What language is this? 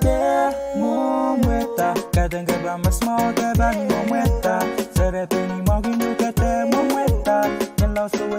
Pohnpeian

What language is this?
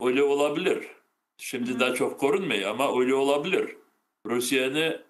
Crimean Tatar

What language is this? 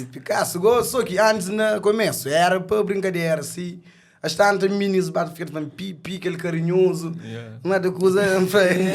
Kabuverdianu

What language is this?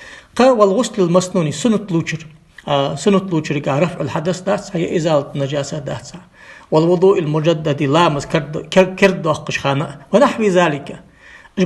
Ingush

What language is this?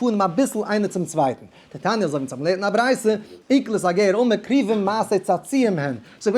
Yiddish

